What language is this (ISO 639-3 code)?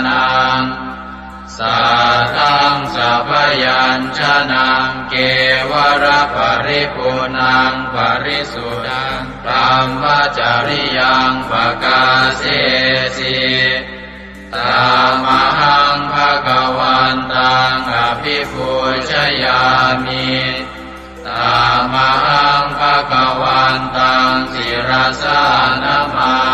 pli